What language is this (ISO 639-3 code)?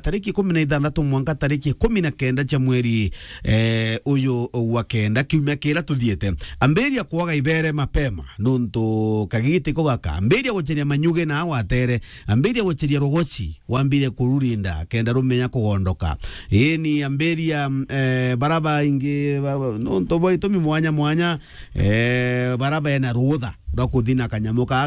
mer